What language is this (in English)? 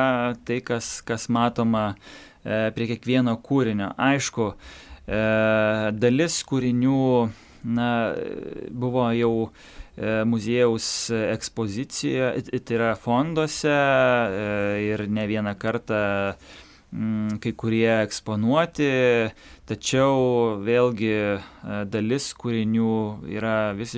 Lithuanian